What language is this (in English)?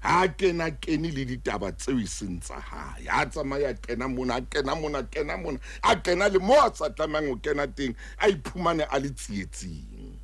Southern Sotho